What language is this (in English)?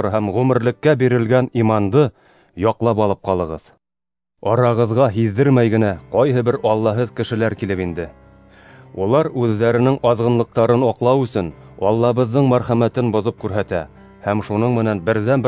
Bashkir